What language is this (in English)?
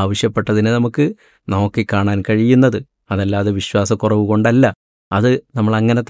Malayalam